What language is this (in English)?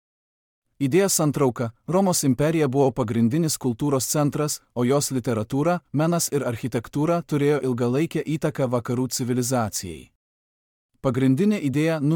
Lithuanian